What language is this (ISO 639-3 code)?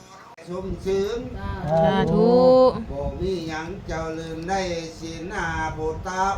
tts